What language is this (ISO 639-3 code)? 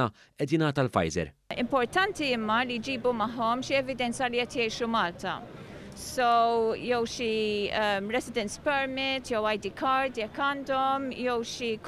mlt